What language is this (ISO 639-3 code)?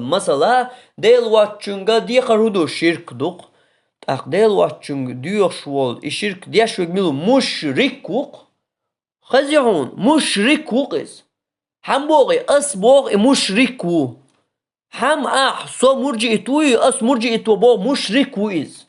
che